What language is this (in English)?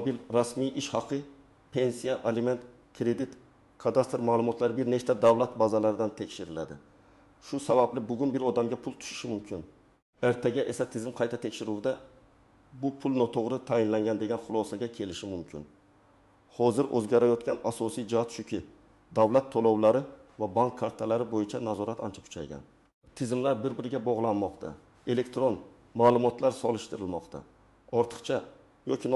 Uzbek